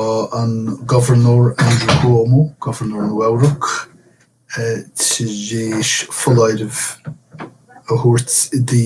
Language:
Irish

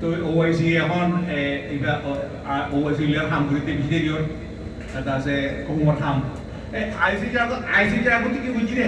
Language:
Rohingya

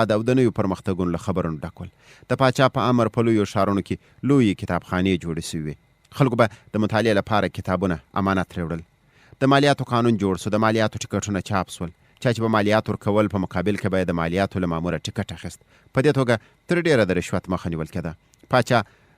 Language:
Pashto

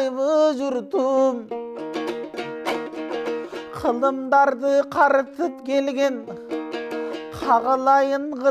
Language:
Kyrgyz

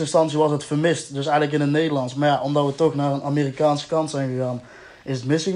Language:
Dutch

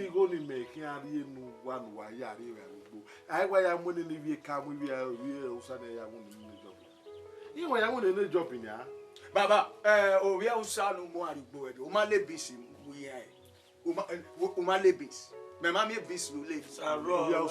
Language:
Bini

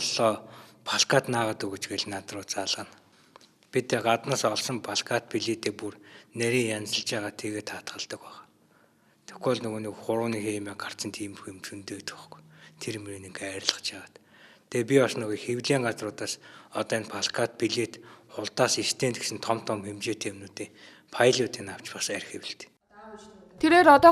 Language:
Mongolian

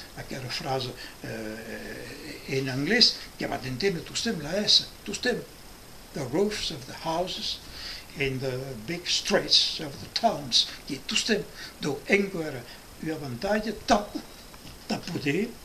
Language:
Occitan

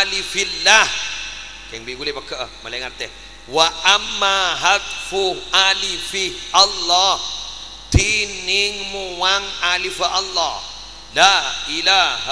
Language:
Madurese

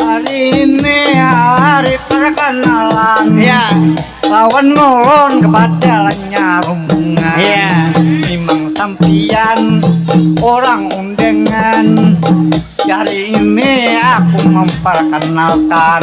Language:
Banjar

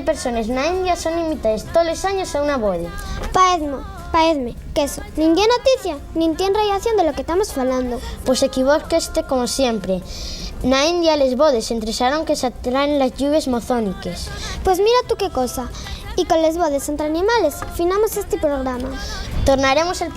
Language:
Asturian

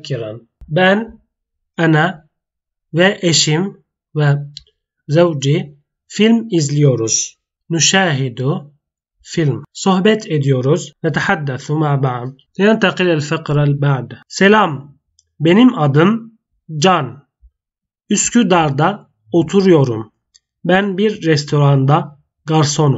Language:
Turkish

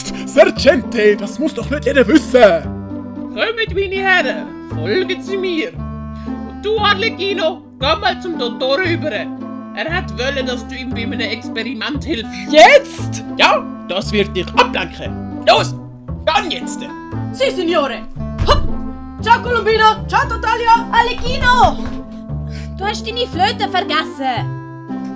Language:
Swiss German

